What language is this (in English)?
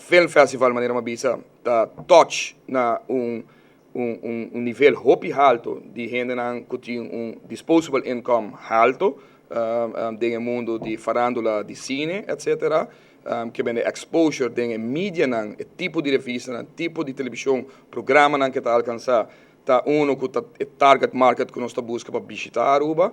Papiamento